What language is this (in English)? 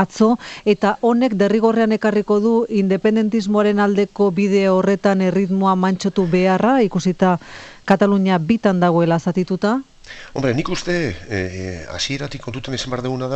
Basque